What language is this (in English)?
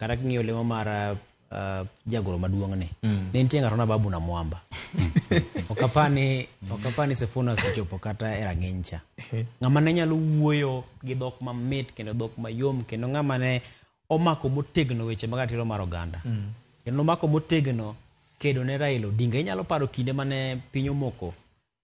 Luo (Kenya and Tanzania)